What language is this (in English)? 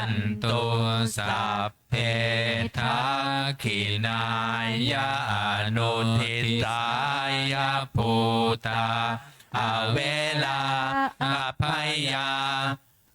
Pali